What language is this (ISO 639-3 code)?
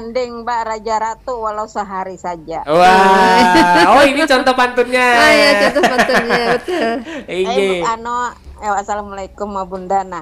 bjn